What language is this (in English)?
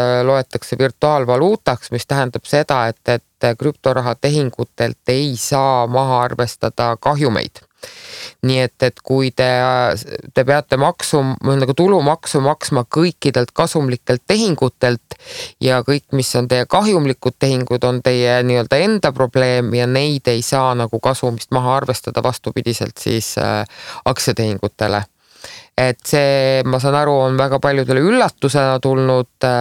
Estonian